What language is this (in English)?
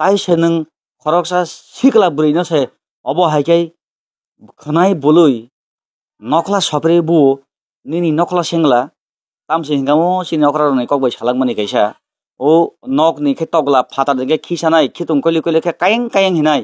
Kok Borok